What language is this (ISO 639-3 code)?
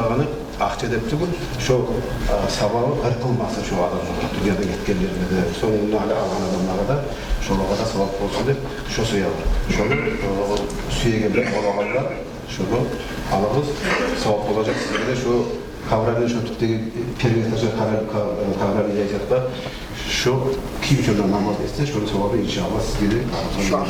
kum